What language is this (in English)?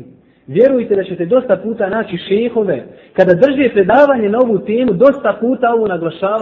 Bosnian